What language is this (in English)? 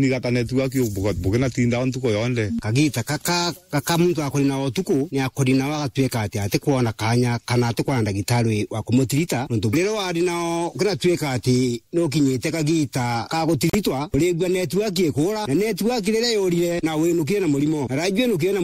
Meru